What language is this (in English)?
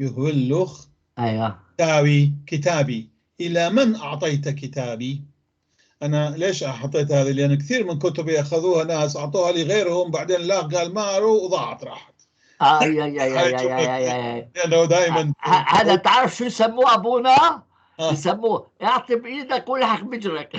North Levantine Arabic